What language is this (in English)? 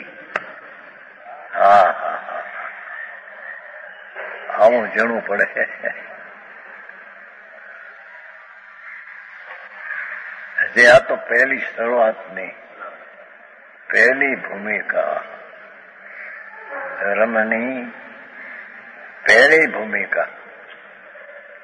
Gujarati